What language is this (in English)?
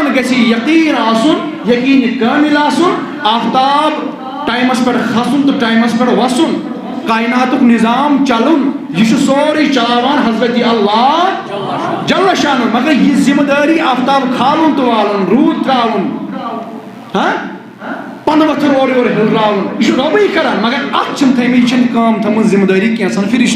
Kashmiri